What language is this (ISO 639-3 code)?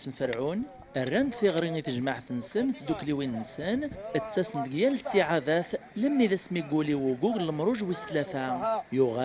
kab